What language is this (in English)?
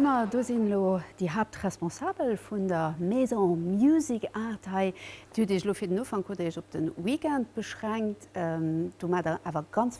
Luxembourgish